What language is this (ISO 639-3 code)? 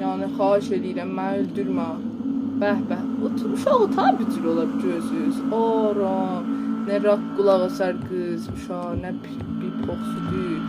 azb